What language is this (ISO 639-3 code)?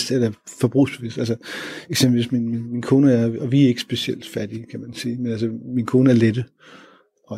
dan